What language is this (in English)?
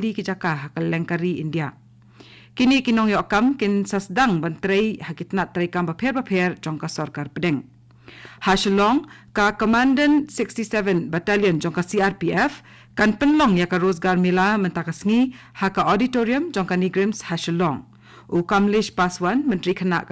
Khasi